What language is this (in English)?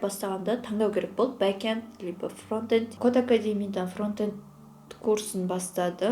Kazakh